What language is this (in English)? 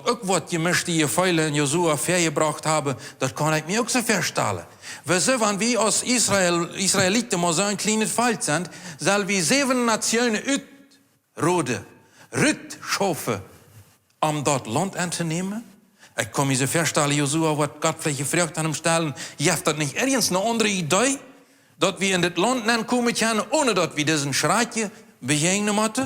Plautdietsch